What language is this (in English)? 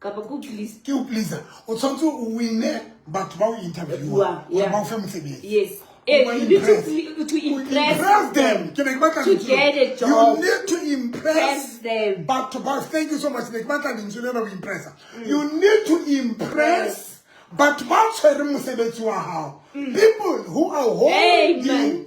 Southern Sotho